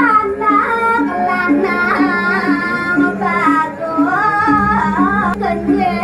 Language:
Balinese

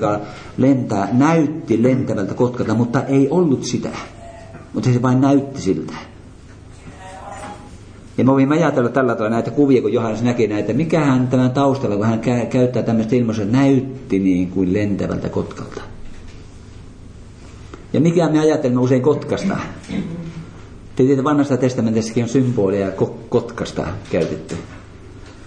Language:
Finnish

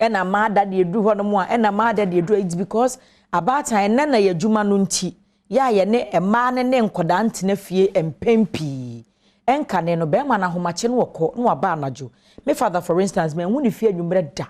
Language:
Akan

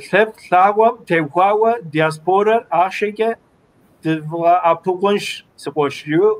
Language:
Kabardian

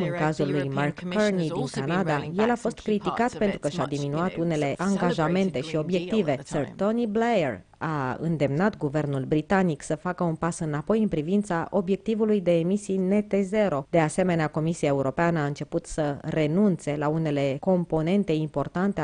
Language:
Romanian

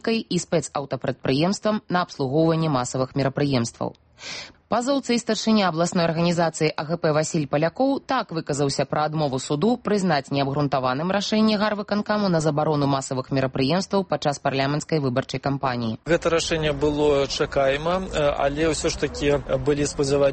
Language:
Belarusian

